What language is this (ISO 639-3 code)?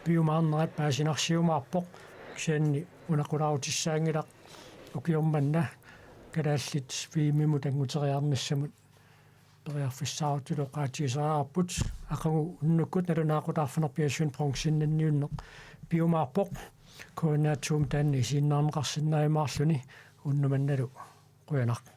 kal